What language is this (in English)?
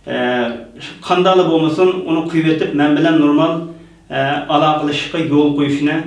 Uyghur